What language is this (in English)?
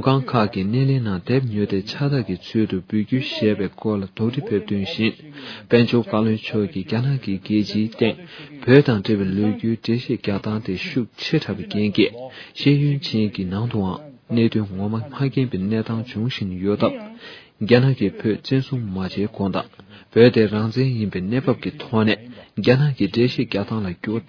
Tibetan